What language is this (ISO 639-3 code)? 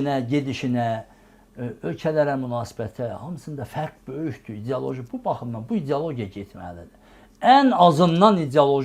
aze